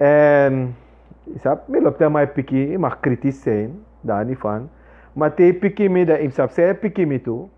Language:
Sranan Tongo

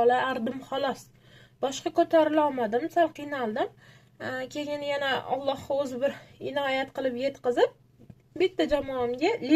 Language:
Uzbek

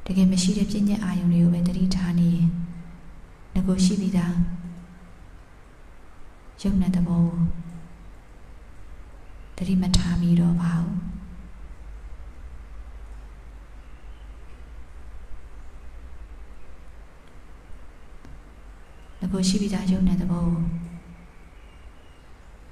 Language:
Burmese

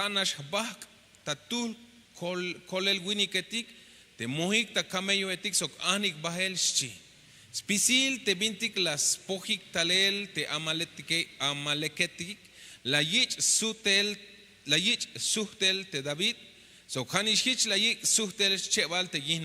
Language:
Tzeltal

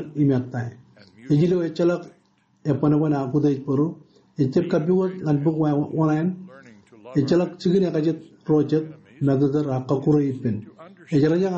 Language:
Marshallese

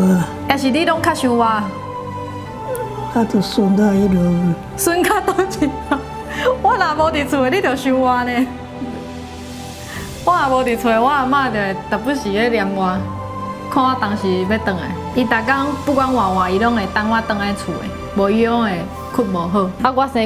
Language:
Min Nan Chinese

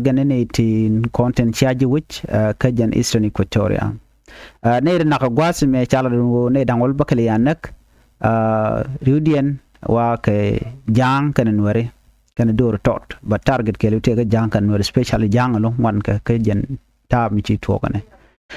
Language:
Nuer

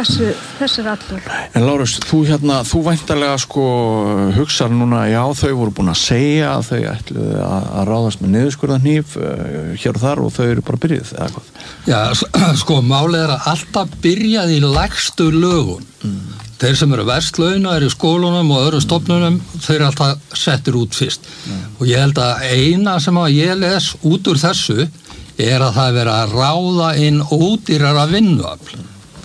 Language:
Icelandic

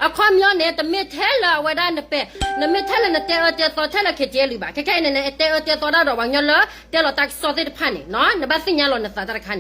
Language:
S'gaw Karen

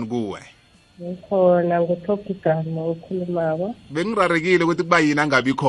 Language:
South Ndebele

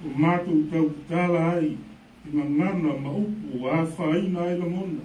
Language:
Samoan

